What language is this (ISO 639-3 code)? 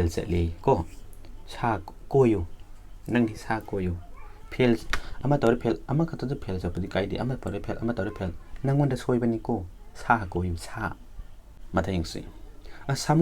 mni